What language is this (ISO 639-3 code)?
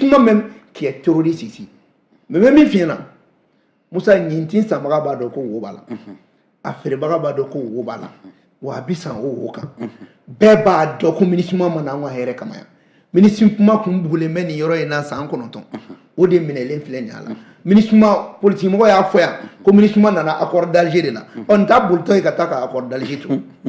bam